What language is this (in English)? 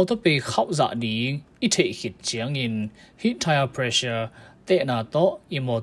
Tedim Chin